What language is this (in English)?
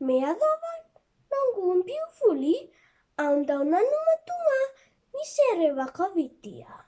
Fijian